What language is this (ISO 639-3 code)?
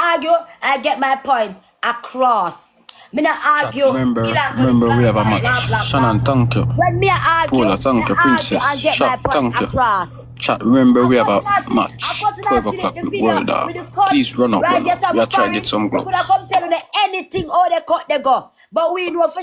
jam